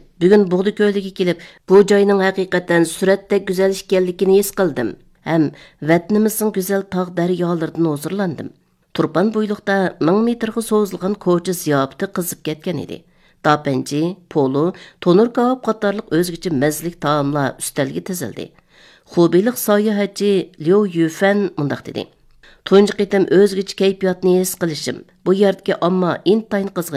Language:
Uyghur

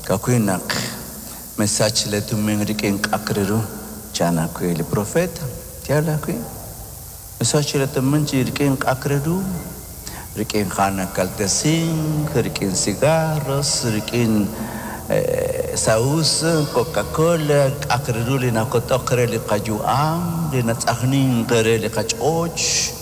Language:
Kekchí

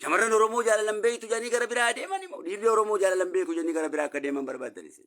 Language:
Oromo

